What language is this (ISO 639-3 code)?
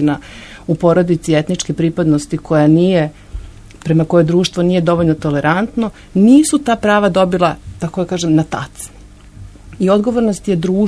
srp